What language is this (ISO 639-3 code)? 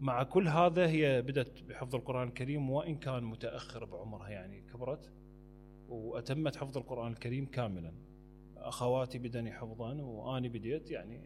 acm